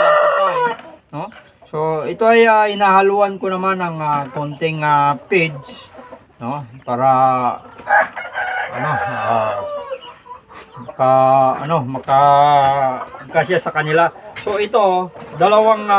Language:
Filipino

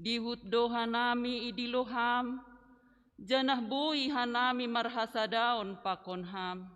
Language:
Batak Simalungun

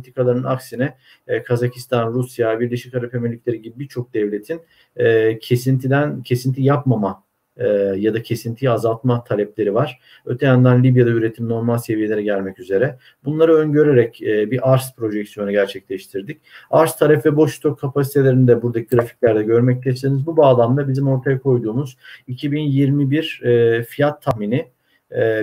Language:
Turkish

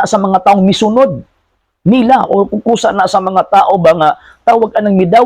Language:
Cebuano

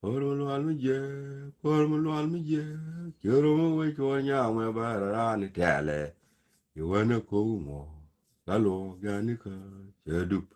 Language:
Nuer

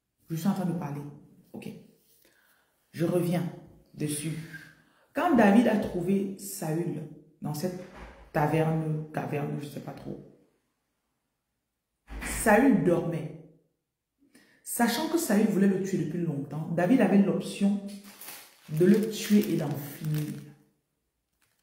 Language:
French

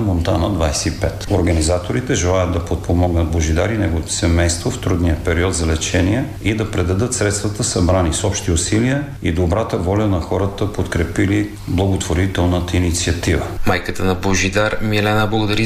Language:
Bulgarian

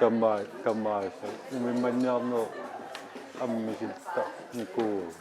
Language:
Kalaallisut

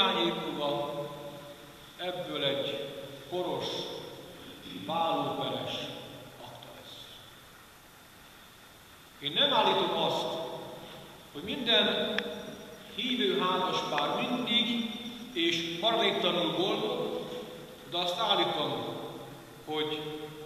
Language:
Hungarian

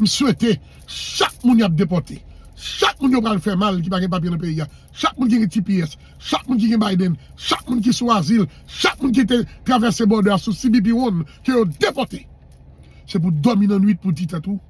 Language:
Haitian Creole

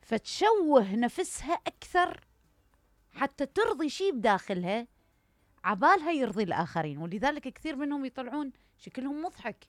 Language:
Mesopotamian Arabic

